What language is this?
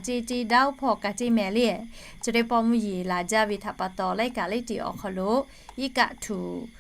Lahu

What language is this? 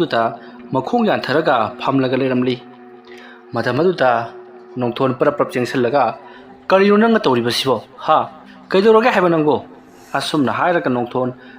Manipuri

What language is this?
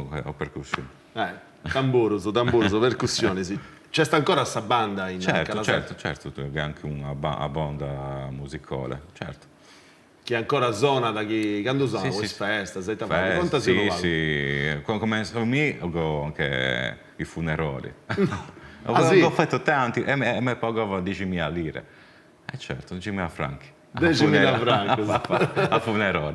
Sardinian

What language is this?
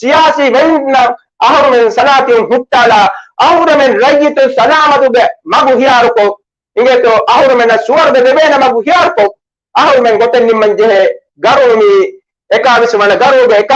Divehi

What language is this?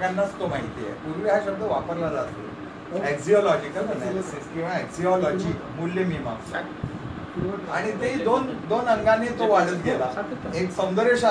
Marathi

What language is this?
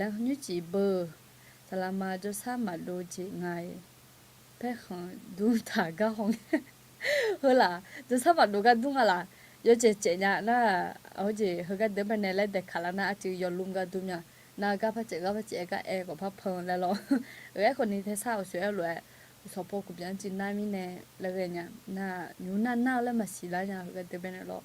Akha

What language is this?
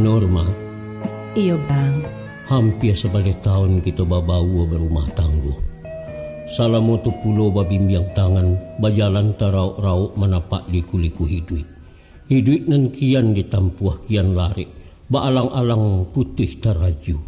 Minangkabau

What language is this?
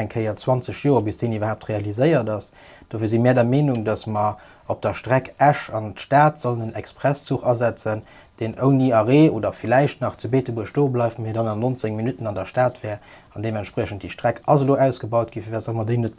Luxembourgish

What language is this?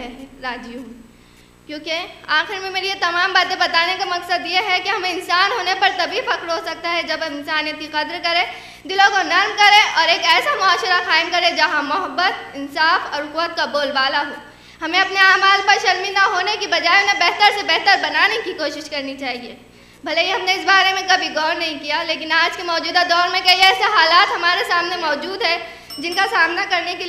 Urdu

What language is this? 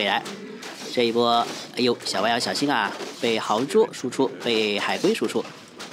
Chinese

